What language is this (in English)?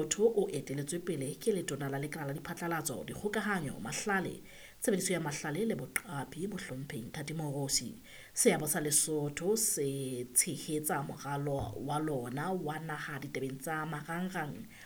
Southern Sotho